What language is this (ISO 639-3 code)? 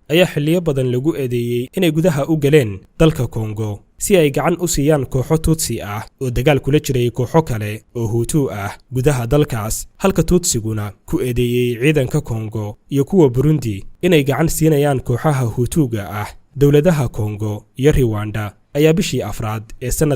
som